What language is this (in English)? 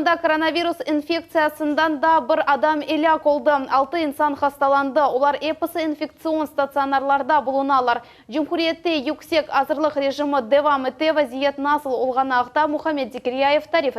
Crimean Tatar